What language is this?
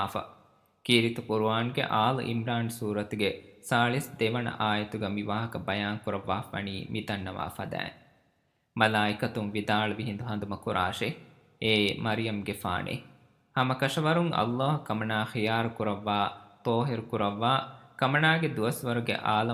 Divehi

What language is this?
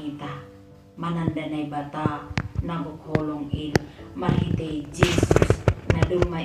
Batak Simalungun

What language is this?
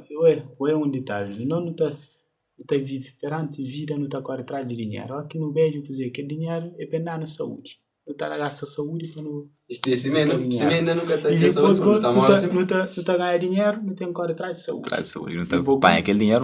Kabuverdianu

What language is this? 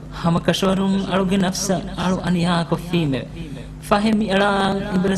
Divehi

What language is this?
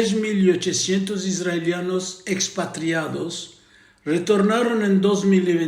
Ladino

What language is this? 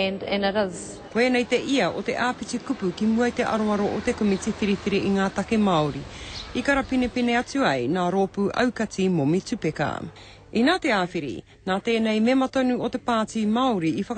Māori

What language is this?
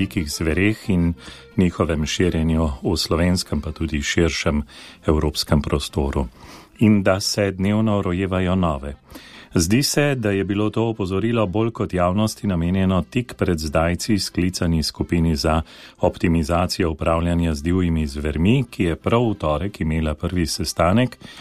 Slovenian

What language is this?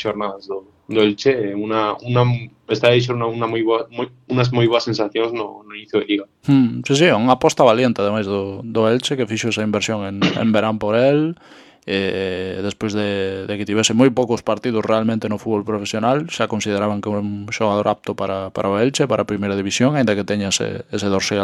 Galician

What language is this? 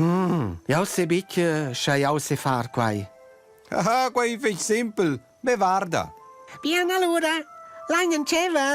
Romansh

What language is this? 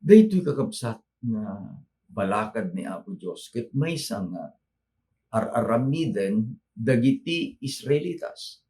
Iloko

